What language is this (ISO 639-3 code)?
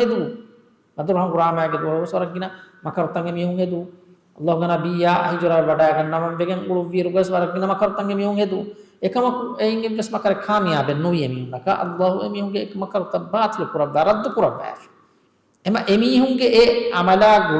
div